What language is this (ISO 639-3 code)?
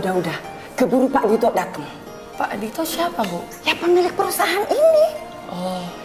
ind